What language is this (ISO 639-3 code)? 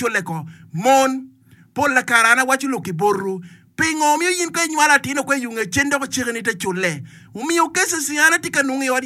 ach